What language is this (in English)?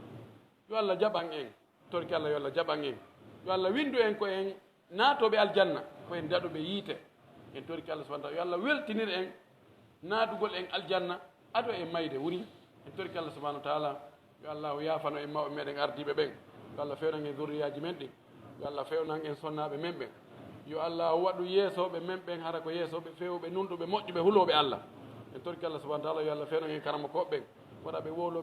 Pular